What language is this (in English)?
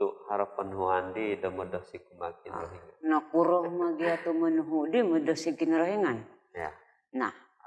Central Dusun